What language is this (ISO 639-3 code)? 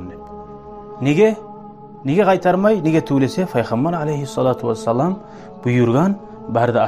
kum